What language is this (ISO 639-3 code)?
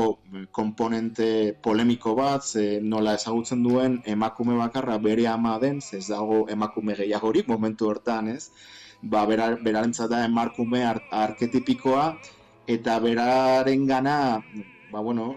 eus